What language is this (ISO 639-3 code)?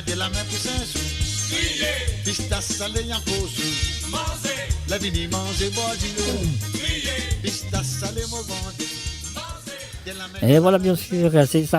mfe